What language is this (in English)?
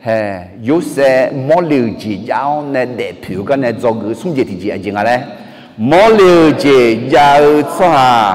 Akha